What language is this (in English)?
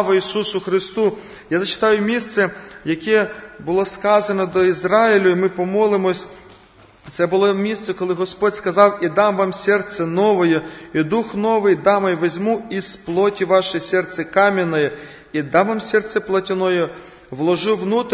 Ukrainian